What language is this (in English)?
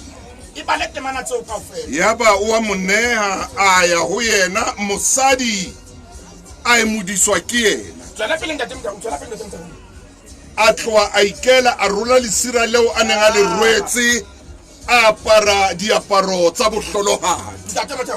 Southern Sotho